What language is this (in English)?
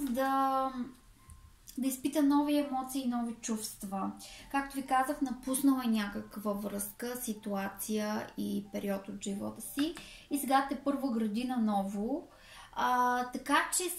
Bulgarian